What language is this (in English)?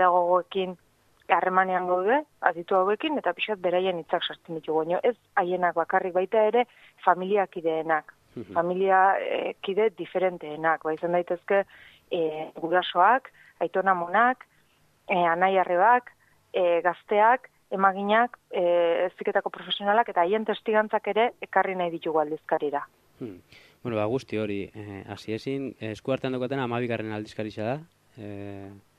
Basque